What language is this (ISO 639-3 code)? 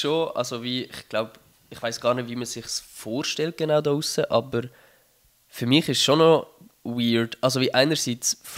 gsw